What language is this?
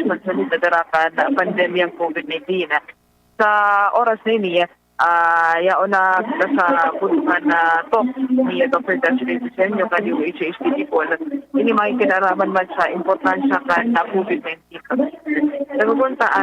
Bikol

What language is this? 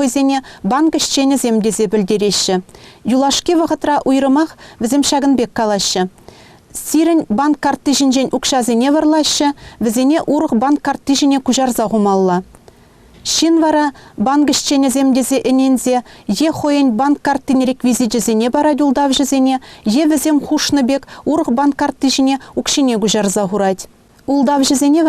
Chuvash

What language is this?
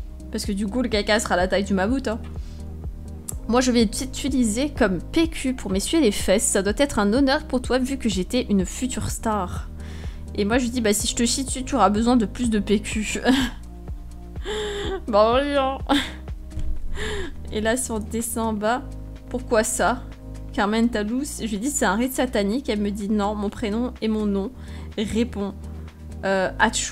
French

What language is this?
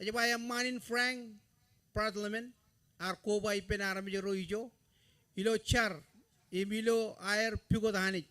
Marshallese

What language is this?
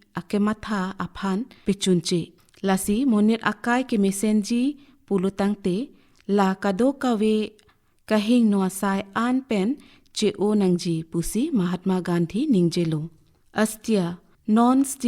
Karbi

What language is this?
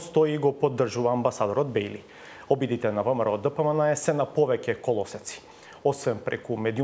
Macedonian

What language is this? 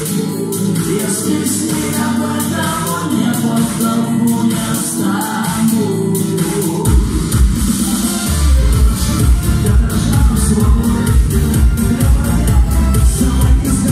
Russian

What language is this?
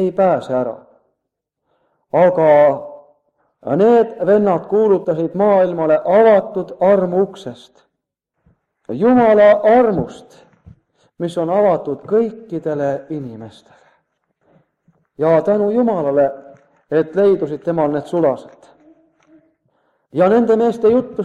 Estonian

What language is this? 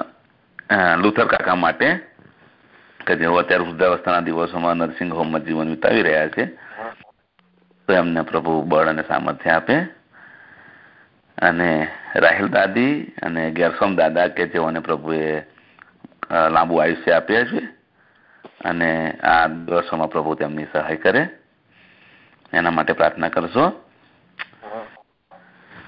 Gujarati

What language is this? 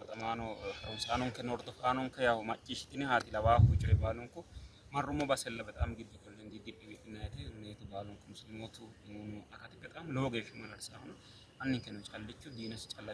Sidamo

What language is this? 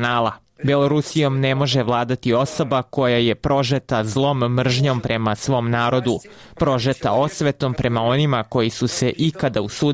Serbian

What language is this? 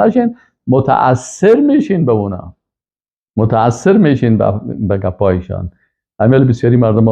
Persian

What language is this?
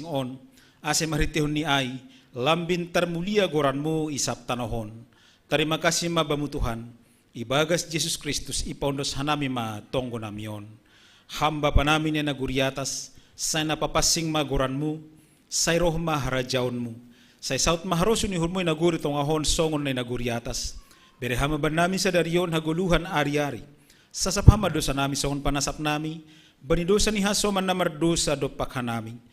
Batak Simalungun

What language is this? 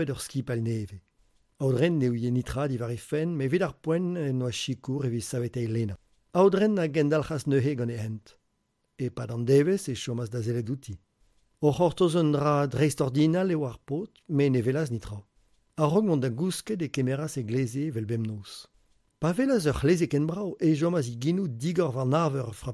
Breton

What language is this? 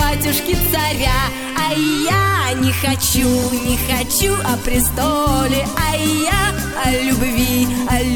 Russian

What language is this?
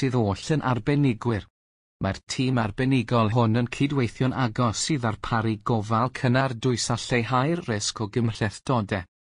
Welsh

